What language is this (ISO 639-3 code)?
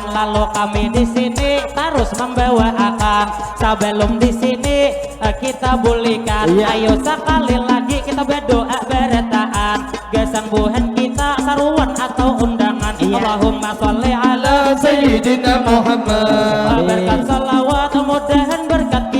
bjn